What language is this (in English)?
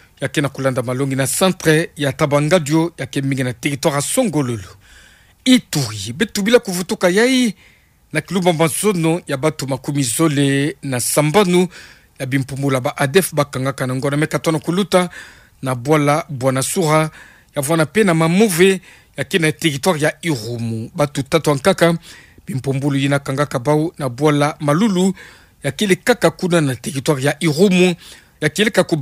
Kituba (Democratic Republic of Congo)